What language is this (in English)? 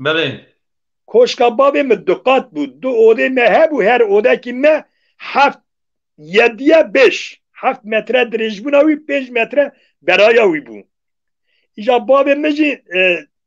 Kurdish